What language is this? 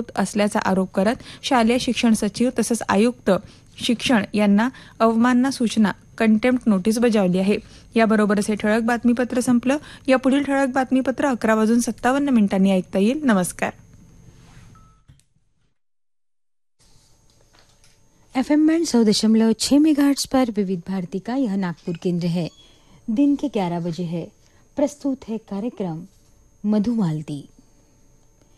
Marathi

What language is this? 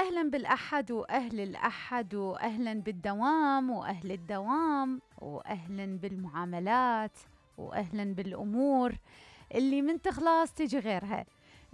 Mesopotamian Arabic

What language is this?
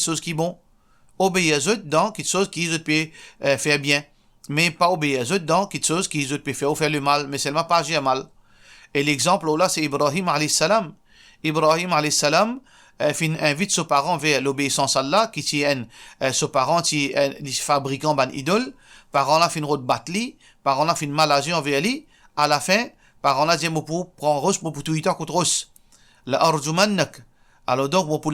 Morisyen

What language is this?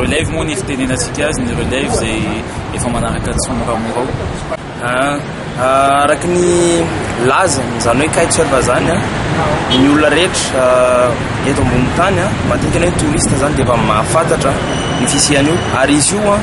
Malagasy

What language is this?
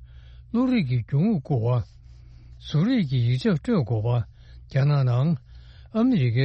Tibetan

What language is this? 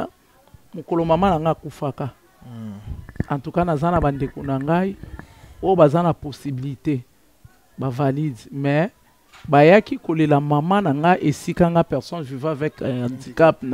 Lingala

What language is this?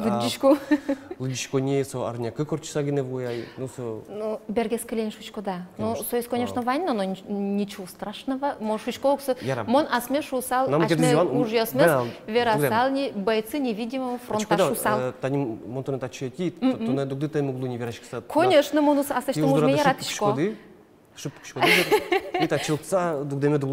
Udmurt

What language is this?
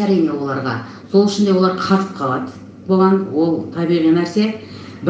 Kazakh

